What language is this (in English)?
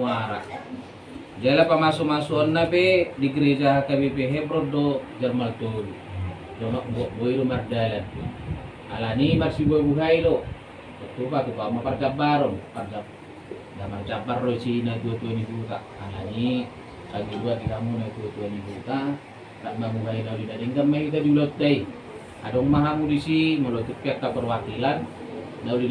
Batak Toba